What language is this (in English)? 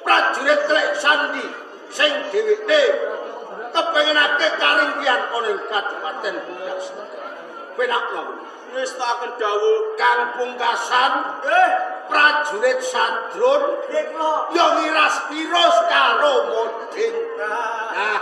Javanese